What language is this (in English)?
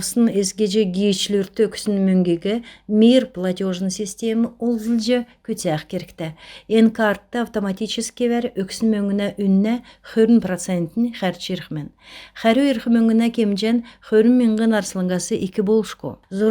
Kalmyk